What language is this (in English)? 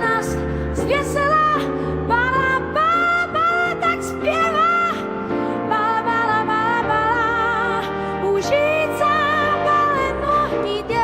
Upper Sorbian